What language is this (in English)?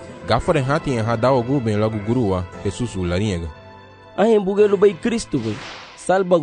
Garifuna